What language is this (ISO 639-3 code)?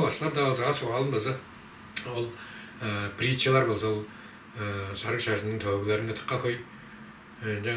tyv